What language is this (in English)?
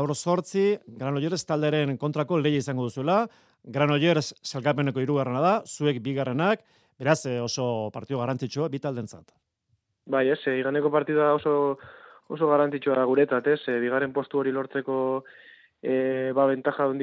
Basque